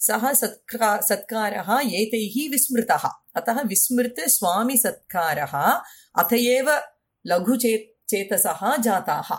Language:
Sanskrit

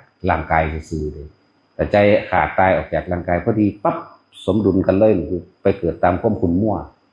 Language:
Northeastern Thai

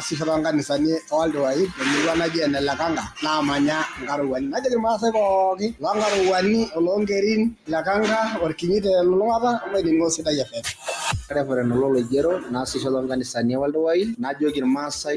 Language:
Masai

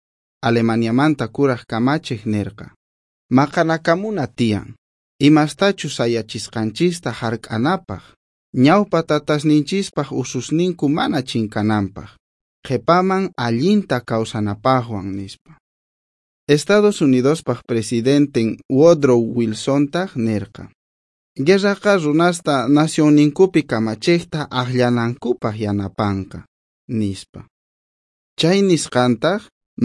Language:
South Bolivian Quechua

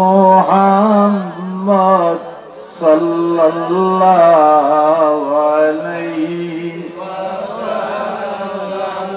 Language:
Sylheti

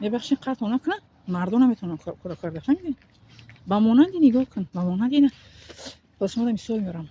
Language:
Tajik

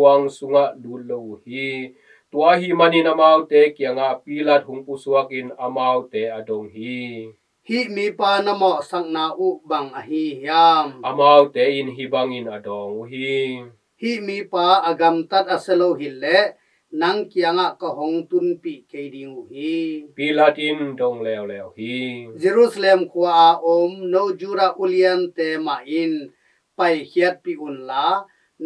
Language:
Tedim Chin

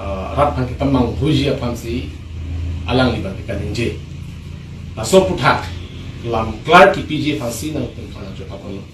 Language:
Karbi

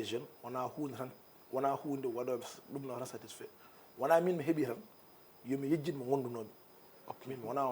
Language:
Fula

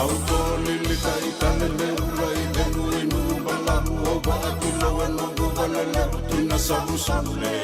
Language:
Fijian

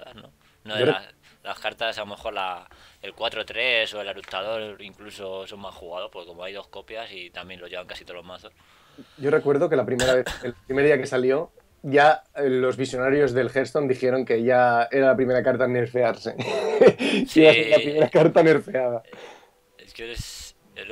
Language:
Spanish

